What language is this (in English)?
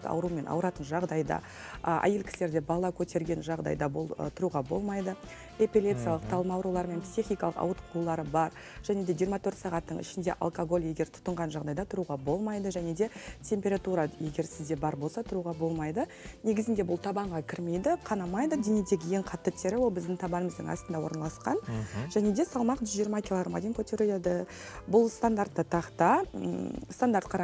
Kazakh